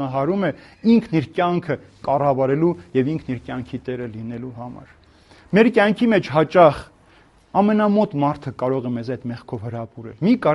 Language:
Armenian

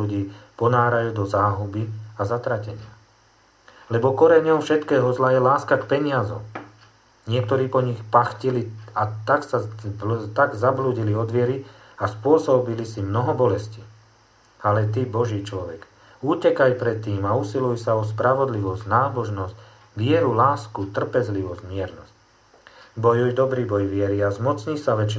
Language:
Slovak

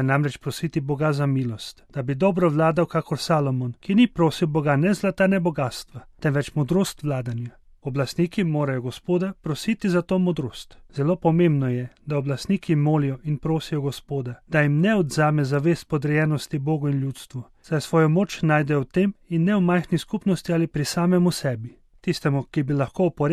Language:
Slovenian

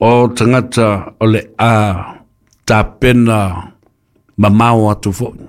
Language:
Samoan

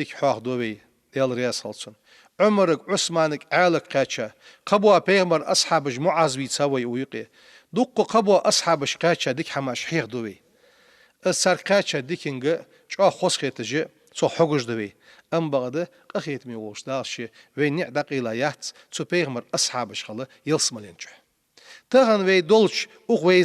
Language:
Ingush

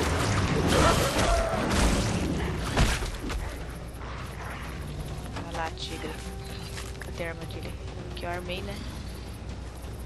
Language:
Portuguese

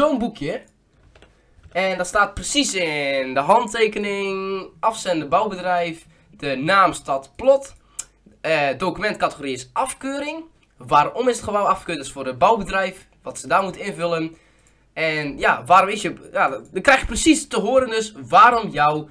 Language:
Dutch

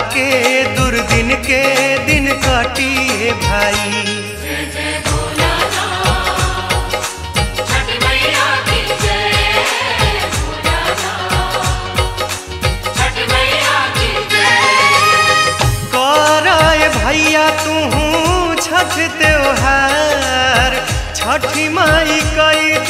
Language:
Bhojpuri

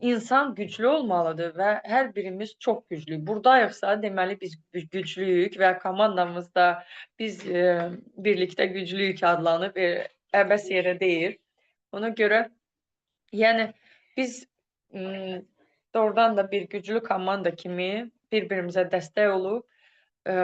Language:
Azerbaijani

